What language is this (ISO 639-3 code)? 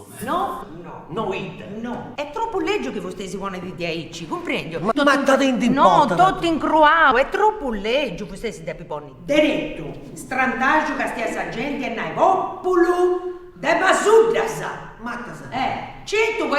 srd